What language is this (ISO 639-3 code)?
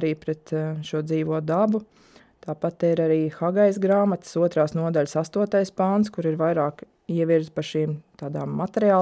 lav